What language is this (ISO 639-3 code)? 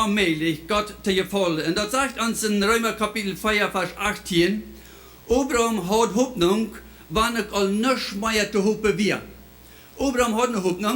pdt